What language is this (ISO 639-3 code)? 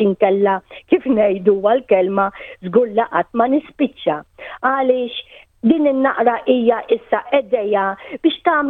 mlt